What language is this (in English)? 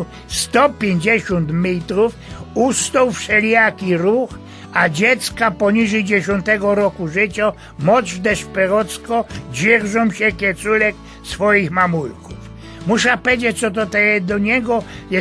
Silesian